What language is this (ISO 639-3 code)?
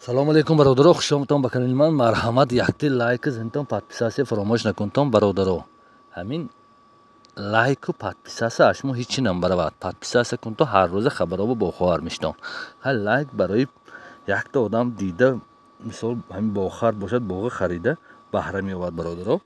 tgk